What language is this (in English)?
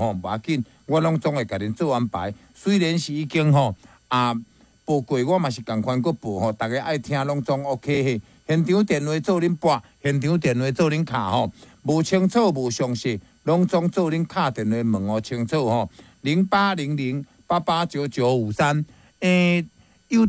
Min Nan Chinese